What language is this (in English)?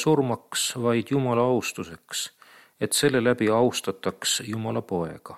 Estonian